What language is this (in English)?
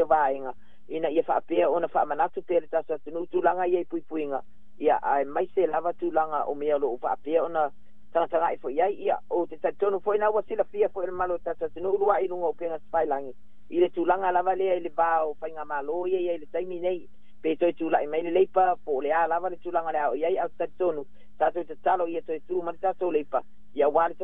Samoan